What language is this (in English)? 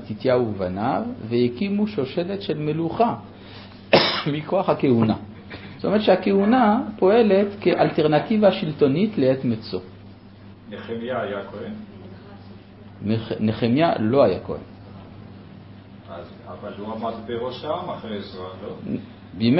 Hebrew